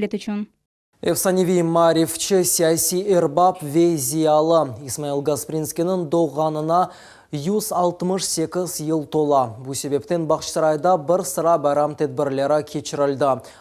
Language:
Crimean Tatar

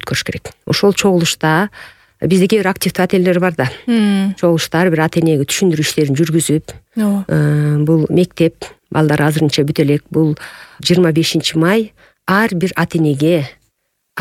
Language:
Kyrgyz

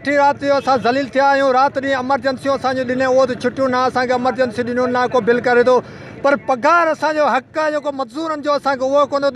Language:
Sindhi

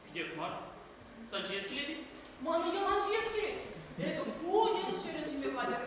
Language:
Chuvash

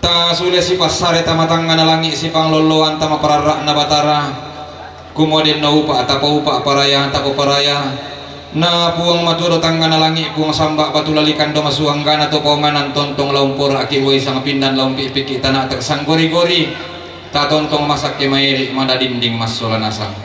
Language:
Toraja-Sa'dan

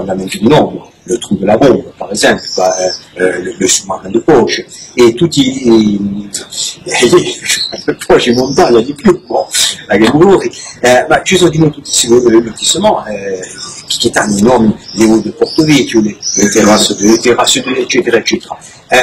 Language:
Corsican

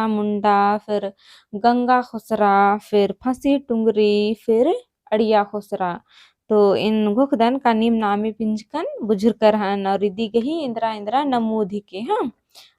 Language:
Kurukh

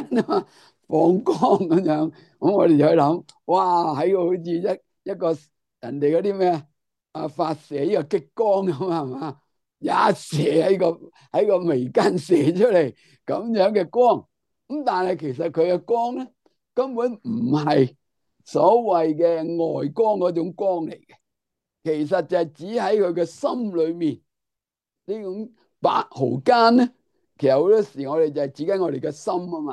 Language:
Cantonese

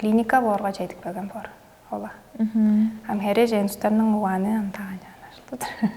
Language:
Tuvinian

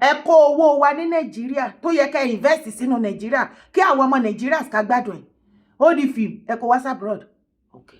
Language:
Yoruba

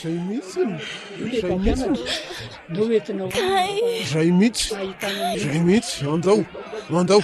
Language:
Malagasy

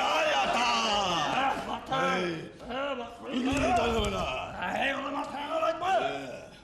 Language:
Bashkir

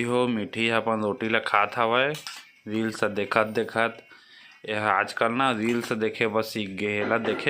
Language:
Chhattisgarhi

